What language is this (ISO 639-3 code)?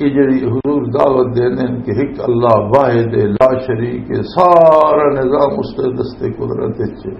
lah